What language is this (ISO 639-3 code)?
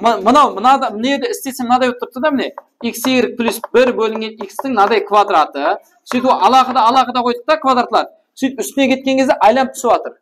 kaa